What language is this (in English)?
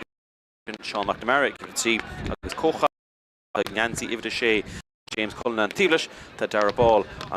Irish